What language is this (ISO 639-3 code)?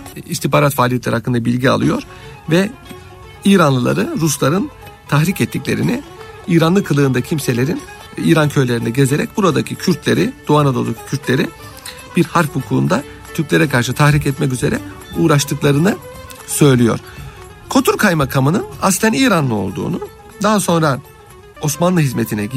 tur